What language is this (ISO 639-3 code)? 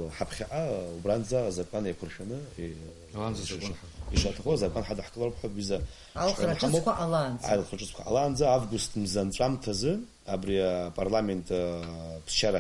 abk